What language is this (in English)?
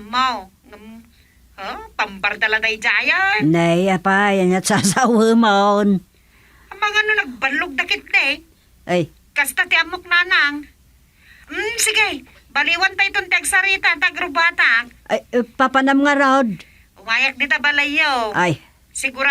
Iloko